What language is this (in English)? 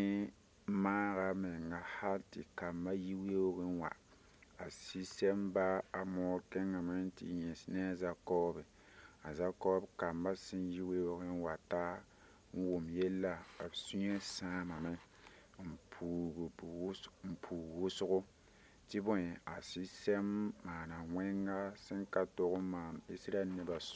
Mossi